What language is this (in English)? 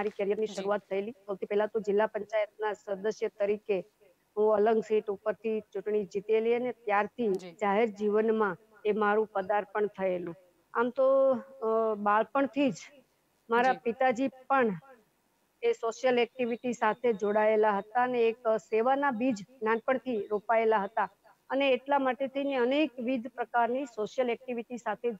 Gujarati